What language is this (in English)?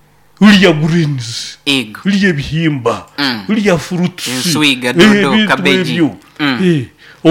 Nyoro